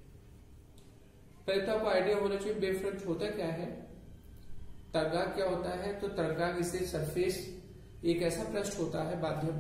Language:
Hindi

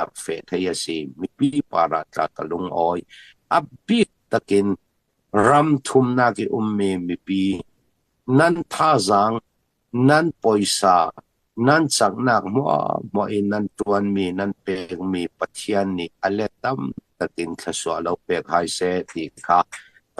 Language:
Hakha Chin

